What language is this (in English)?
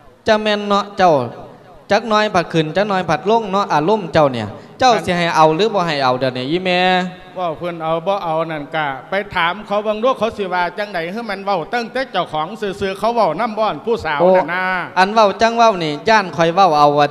Lao